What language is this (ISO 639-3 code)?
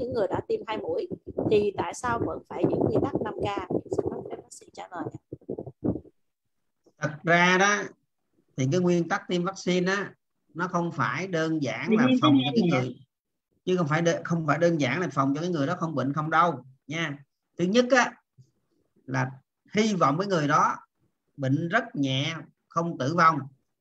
vie